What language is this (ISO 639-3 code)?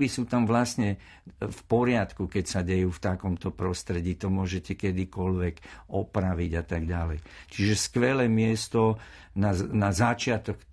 slk